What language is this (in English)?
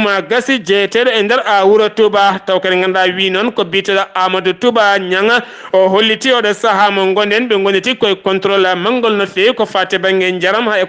Fula